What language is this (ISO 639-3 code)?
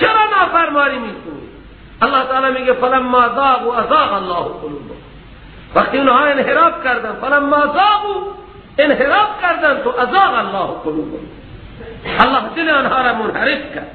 fas